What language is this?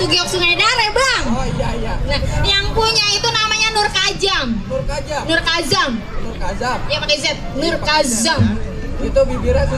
Betawi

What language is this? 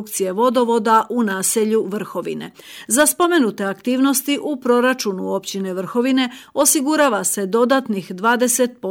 Croatian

